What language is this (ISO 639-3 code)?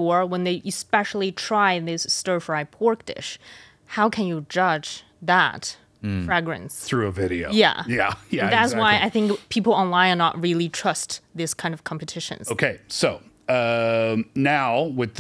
eng